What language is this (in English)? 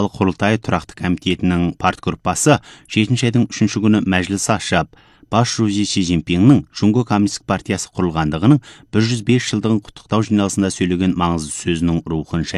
Kazakh